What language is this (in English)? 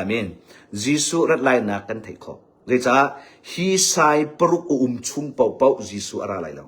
Hakha Chin